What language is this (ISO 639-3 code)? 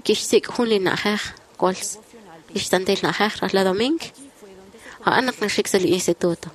kek